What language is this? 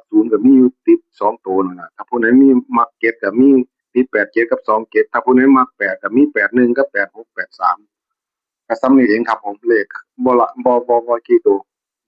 Northeastern Thai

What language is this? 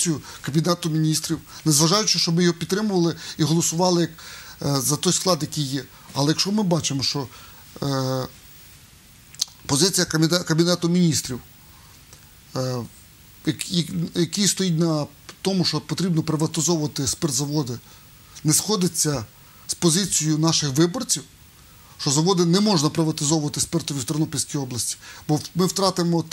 Ukrainian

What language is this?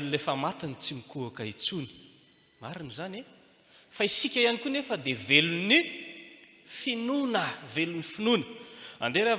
Malagasy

